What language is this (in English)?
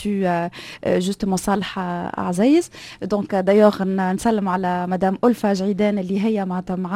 Tunisian Arabic